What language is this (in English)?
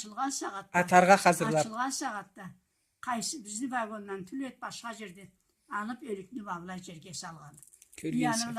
Karachay-Balkar